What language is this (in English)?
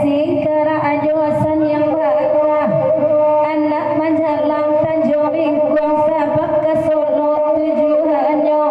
Minangkabau